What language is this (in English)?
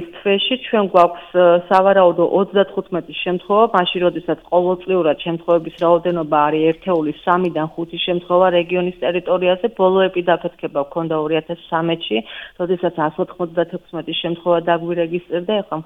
Georgian